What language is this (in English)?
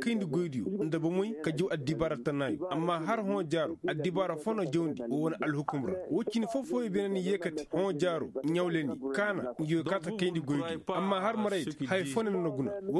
Koyraboro Senni